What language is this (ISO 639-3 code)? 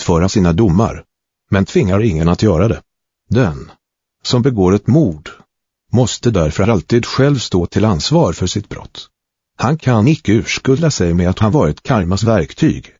swe